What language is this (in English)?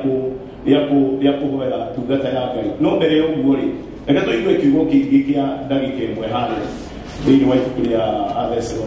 Kikuyu